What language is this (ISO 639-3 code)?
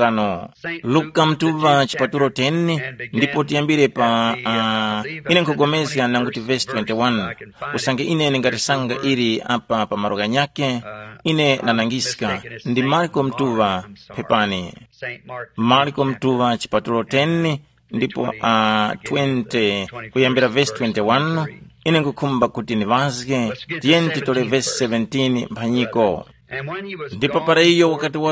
tum